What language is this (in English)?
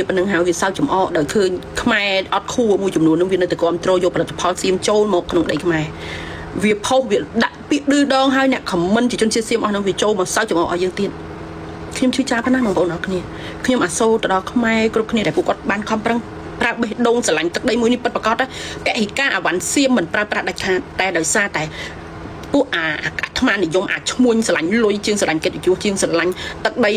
Khmer